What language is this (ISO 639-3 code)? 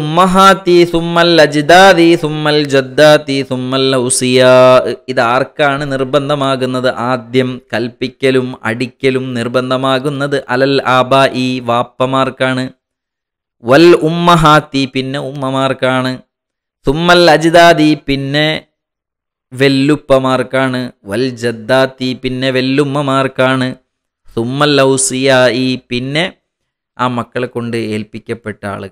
mal